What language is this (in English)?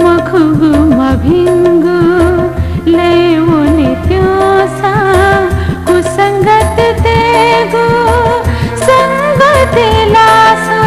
Newari